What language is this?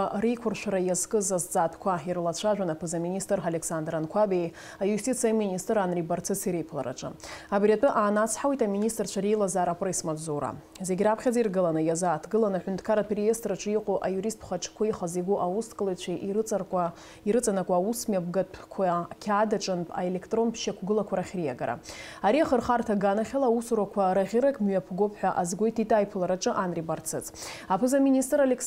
Abkhazian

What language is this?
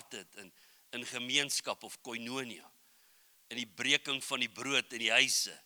Afrikaans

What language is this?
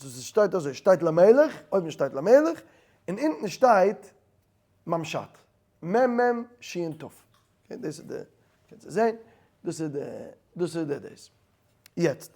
Yiddish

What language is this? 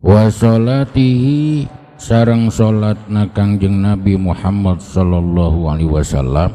Sundanese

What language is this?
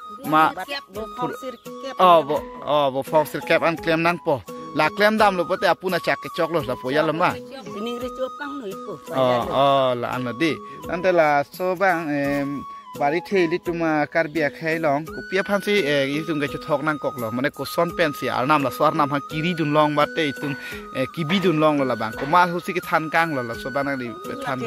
Karbi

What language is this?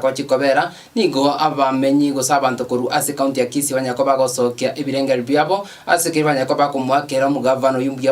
Gusii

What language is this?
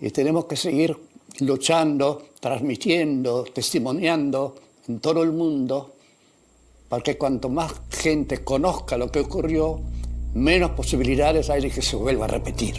Ladino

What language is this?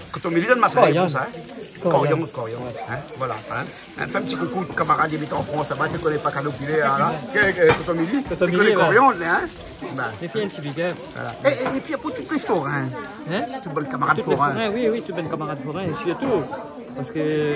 Réunion Creole French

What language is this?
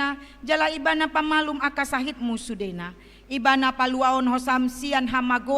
Batak Toba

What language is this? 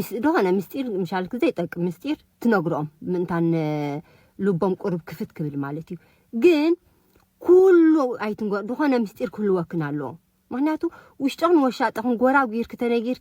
Tigrinya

